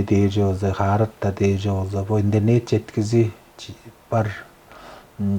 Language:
Tuvinian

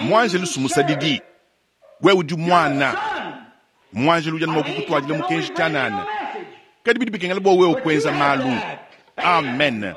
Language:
Luba-Lulua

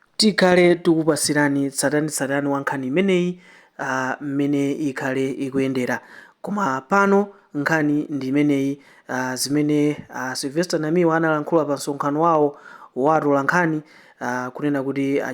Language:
Nyanja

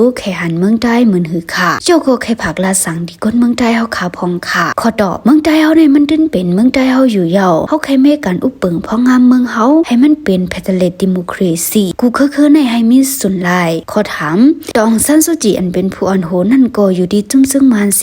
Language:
Shan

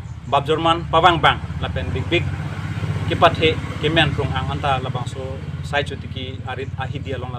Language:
Karbi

